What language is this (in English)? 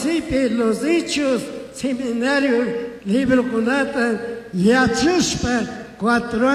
Chimborazo Highland Quichua